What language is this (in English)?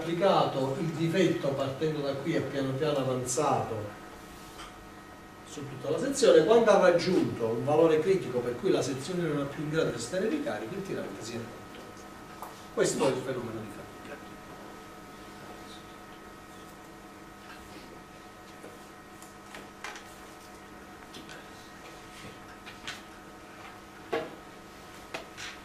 Italian